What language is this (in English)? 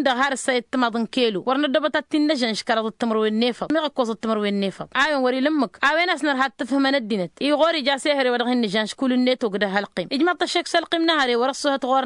Tamasheq